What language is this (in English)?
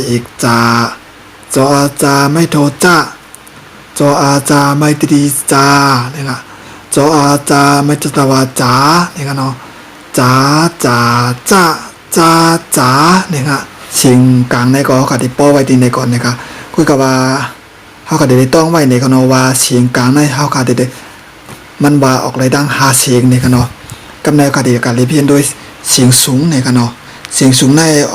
Shan